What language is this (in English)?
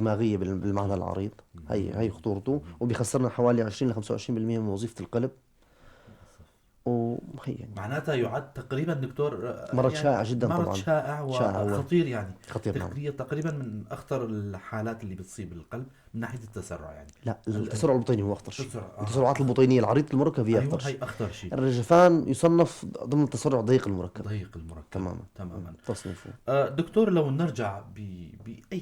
North Levantine Arabic